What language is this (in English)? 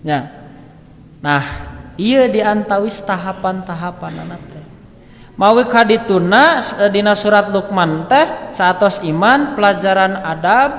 Sundanese